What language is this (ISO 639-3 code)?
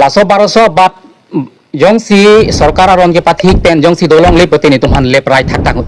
mjw